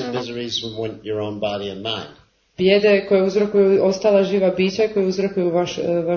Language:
Croatian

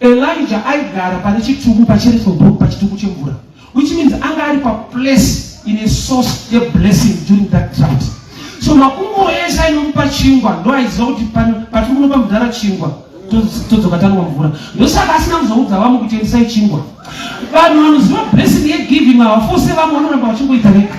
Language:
Shona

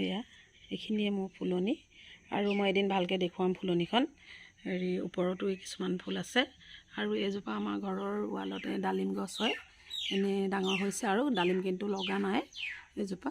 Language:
Assamese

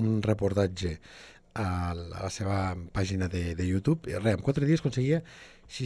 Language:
Catalan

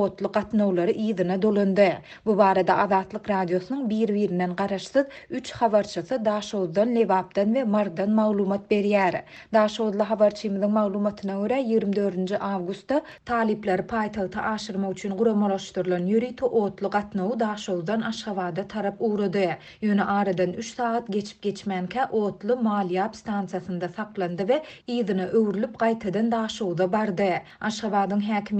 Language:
Turkmen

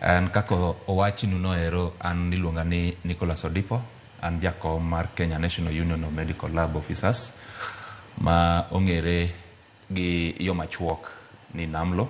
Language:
Luo (Kenya and Tanzania)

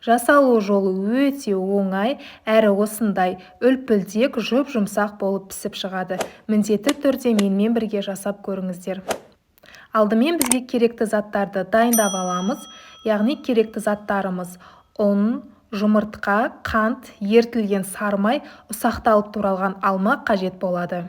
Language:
Kazakh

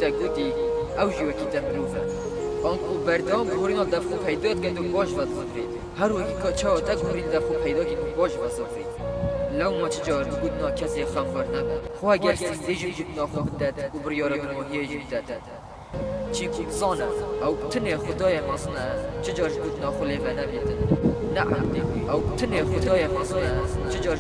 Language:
Kurdish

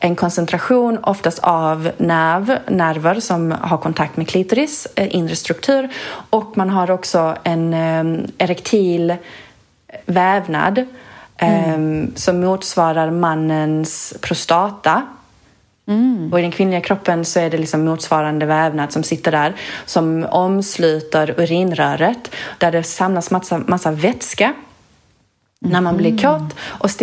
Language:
Swedish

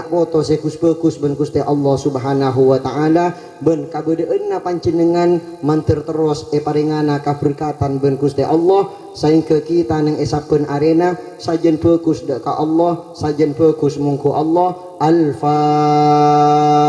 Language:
Madurese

